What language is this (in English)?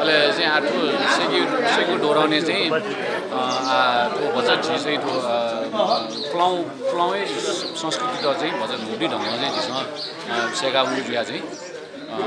Newari